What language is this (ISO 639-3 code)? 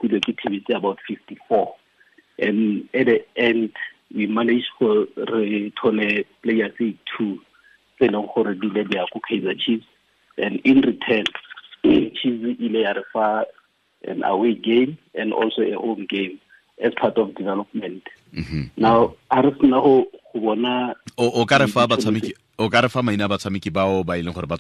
tsn